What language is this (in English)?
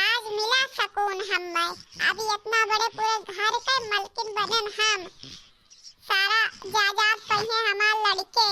Awadhi